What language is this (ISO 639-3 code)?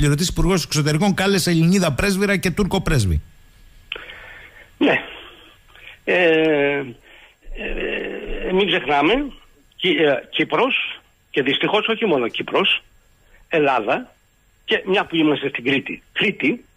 ell